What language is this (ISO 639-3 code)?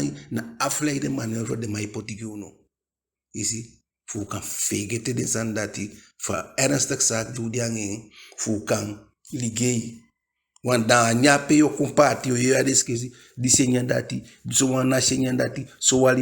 djk